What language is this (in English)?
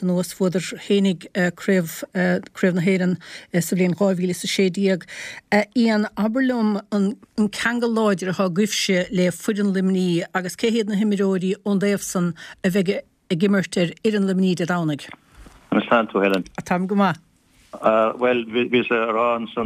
Irish